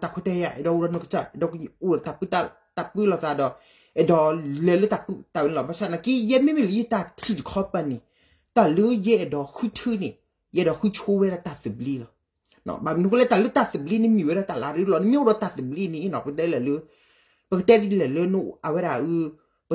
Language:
S'gaw Karen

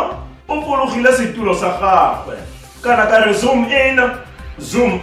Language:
Tswana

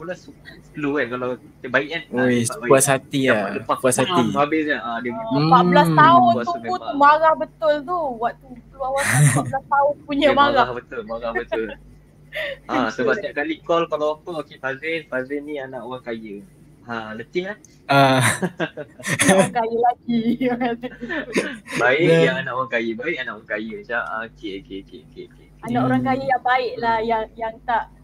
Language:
Malay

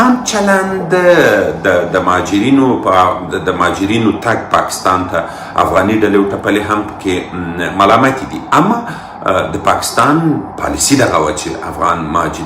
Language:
Pashto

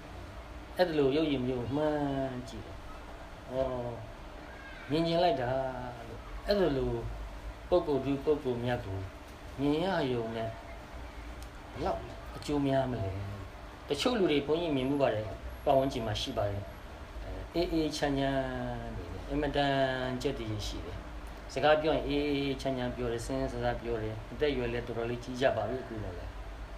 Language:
Burmese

